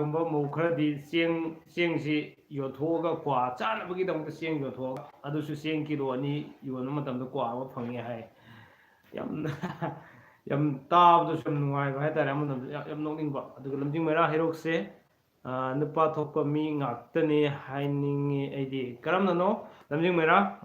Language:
Manipuri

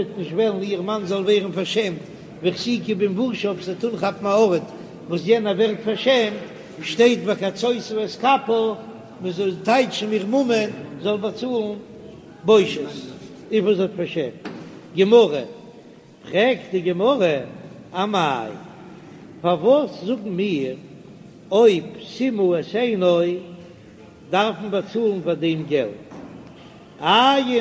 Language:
Yiddish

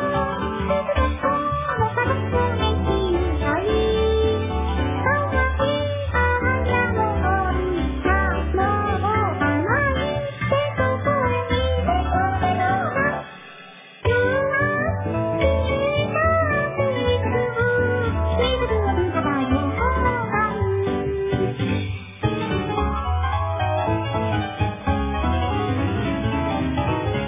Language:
Japanese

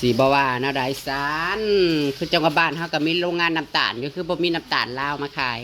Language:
Northeastern Thai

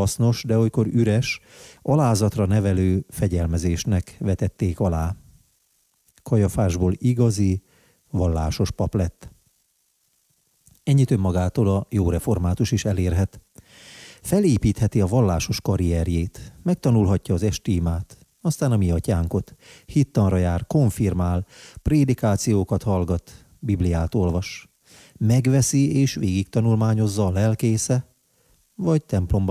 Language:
Hungarian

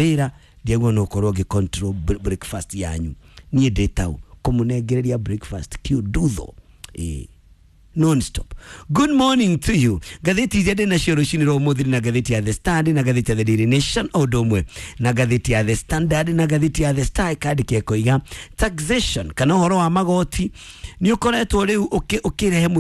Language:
Kikuyu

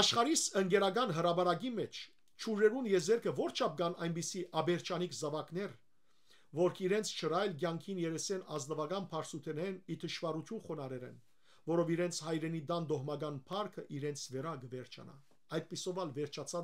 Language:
Western Armenian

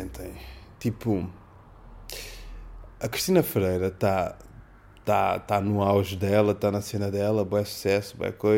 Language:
Portuguese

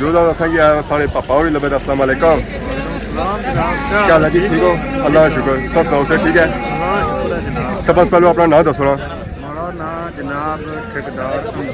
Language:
Pahari-Potwari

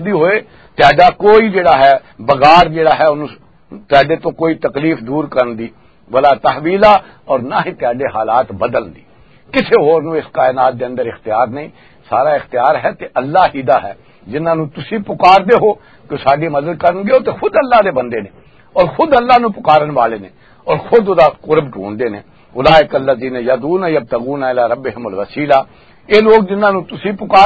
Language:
Western Panjabi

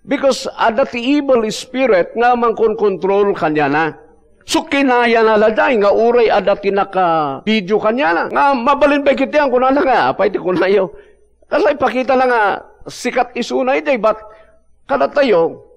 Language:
Iloko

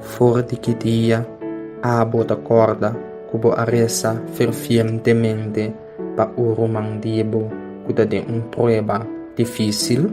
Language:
Papiamento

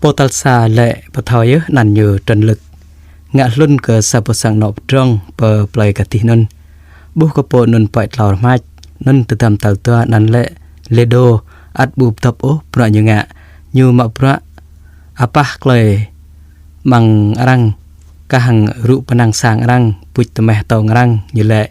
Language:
Jarai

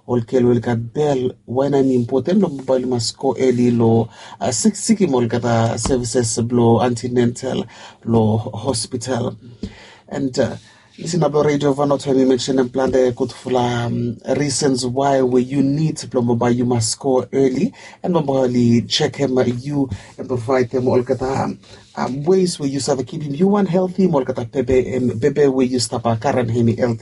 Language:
Bislama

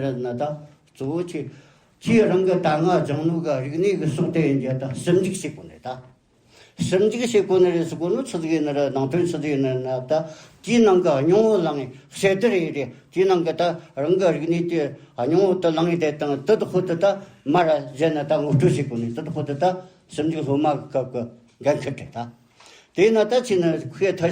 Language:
Tibetan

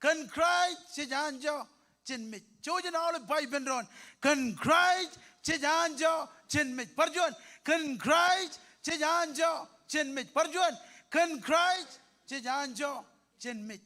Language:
Marshallese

